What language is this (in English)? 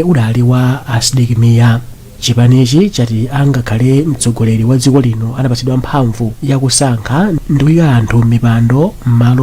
Nyanja